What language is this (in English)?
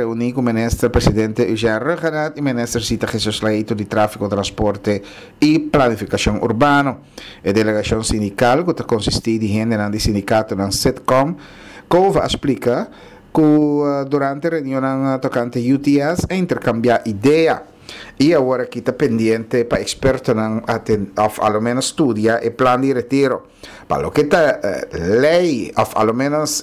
Papiamento